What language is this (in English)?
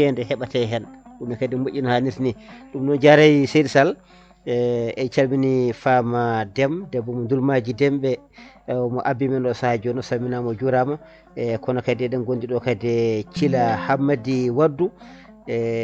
Fula